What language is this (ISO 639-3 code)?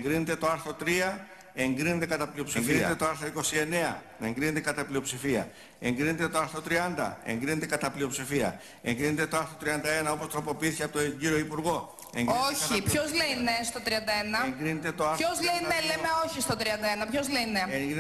ell